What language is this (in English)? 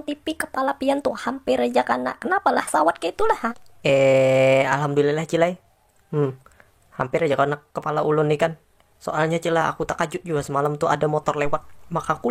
Banjar